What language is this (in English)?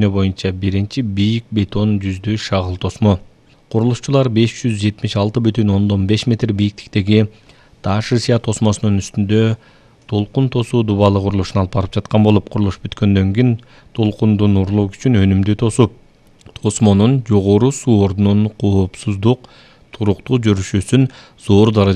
Kyrgyz